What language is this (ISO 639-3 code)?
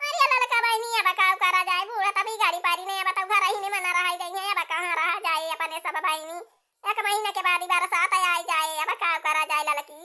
awa